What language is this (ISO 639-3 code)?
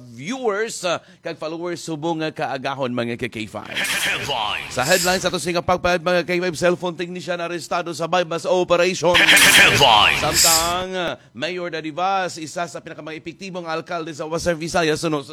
hil